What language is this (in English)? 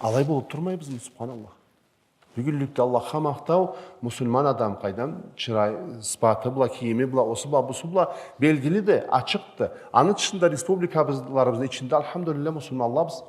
Karachay-Balkar